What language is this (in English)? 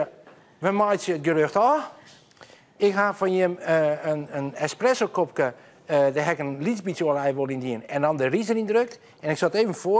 Western Frisian